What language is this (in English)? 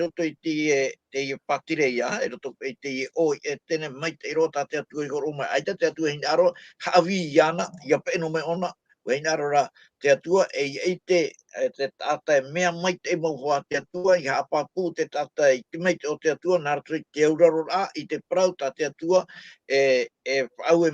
Tahitian